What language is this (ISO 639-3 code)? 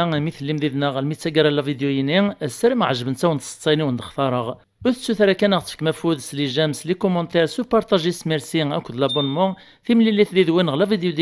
kab